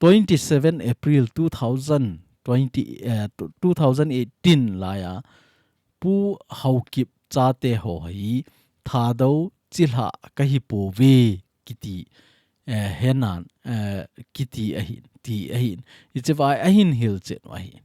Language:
Thado Chin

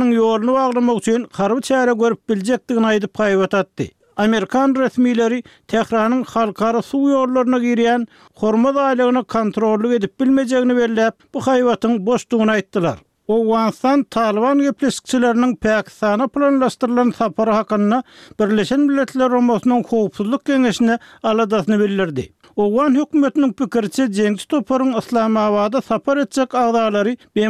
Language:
Turkmen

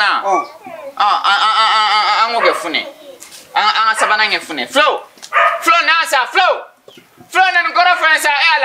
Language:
Bambara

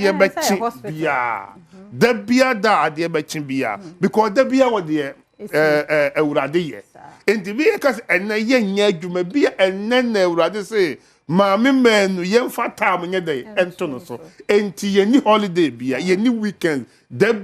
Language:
Akan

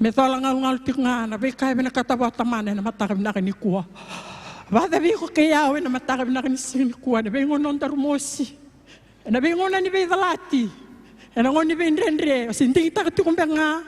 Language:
Fijian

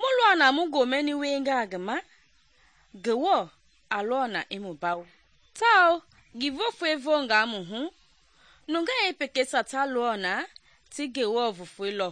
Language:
Mende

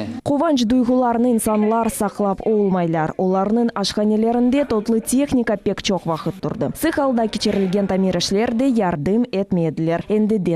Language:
Crimean Tatar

